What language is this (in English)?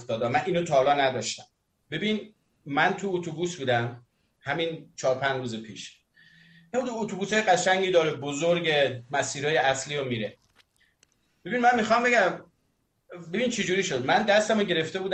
Persian